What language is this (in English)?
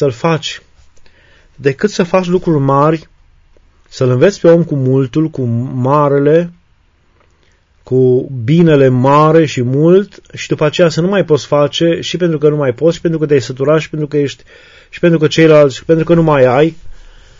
Romanian